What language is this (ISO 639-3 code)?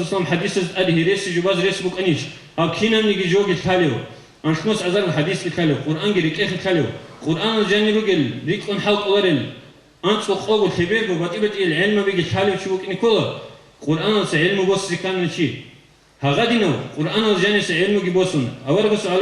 ava